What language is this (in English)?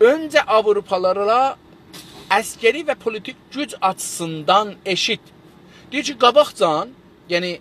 South Azerbaijani